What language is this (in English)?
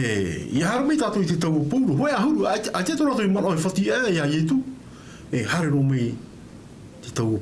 Tahitian